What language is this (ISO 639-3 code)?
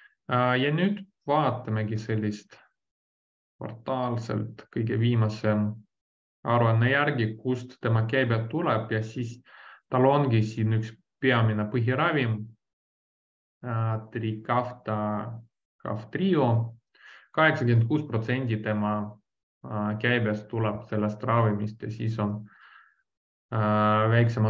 est